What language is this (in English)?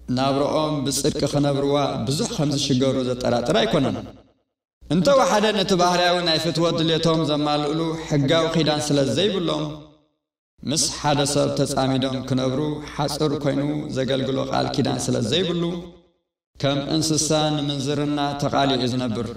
Tigrinya